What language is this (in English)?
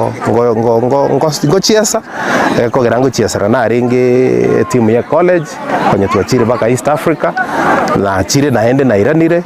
Gusii